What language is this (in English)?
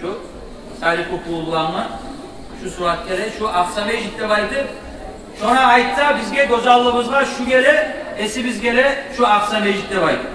Kumyk